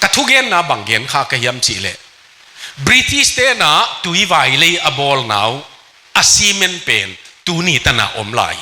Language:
Tedim Chin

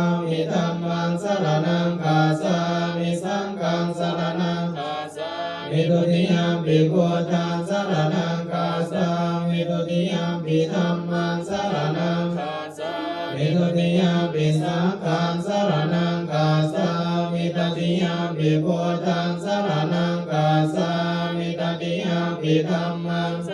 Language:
Pali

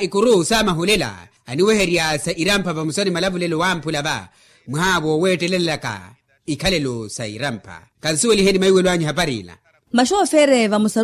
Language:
Makhuwa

